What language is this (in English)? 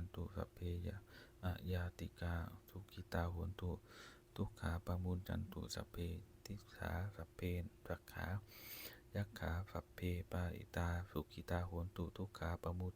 Pali